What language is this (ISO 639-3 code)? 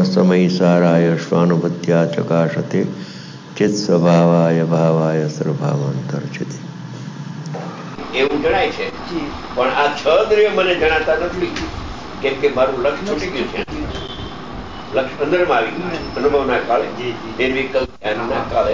guj